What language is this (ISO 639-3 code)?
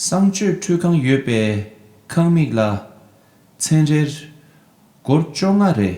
bod